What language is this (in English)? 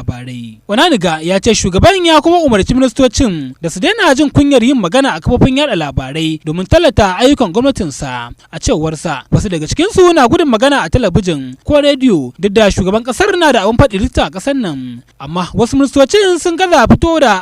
Hausa